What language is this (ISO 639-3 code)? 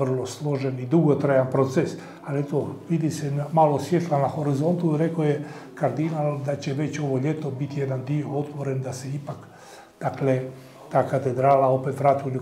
hrv